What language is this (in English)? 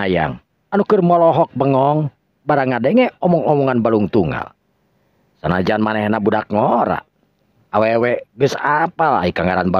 Sundanese